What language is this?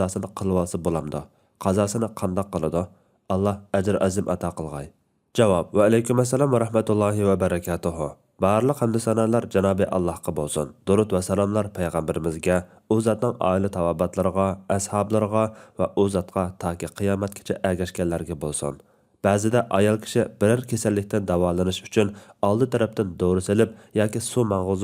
Uyghur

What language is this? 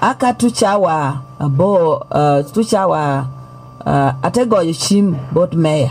Lango (Uganda)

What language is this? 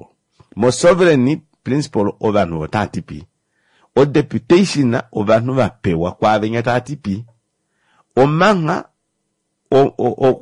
Kuanyama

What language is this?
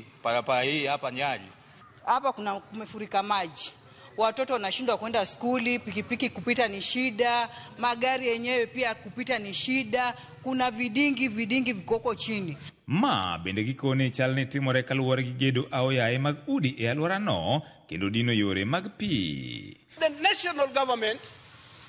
Luo (Kenya and Tanzania)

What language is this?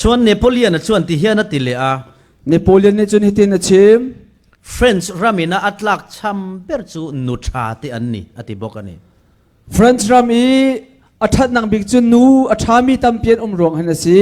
Falam Chin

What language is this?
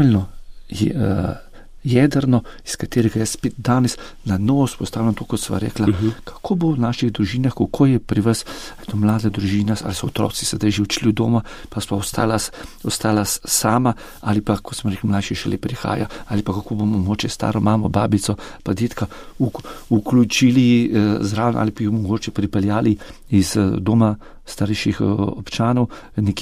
Slovenian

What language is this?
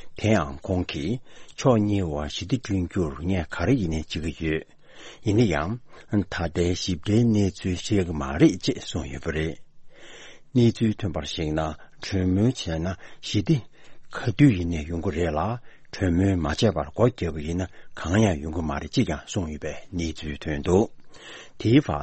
Tibetan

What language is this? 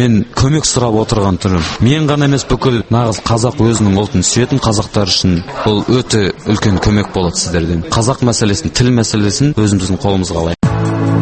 Kazakh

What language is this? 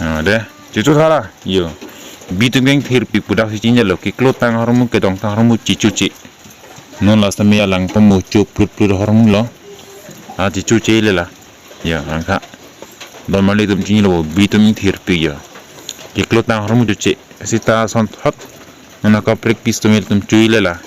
Karbi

